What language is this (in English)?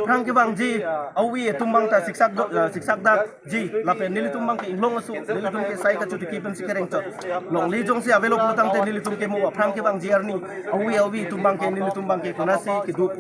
Karbi